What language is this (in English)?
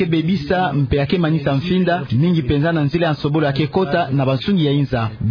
Kituba (Democratic Republic of Congo)